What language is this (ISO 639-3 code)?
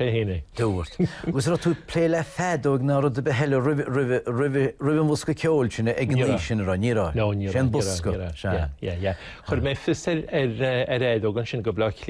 gle